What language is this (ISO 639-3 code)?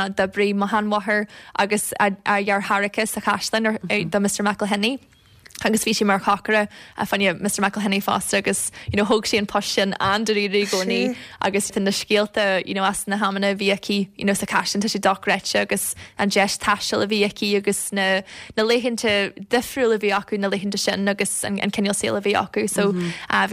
gle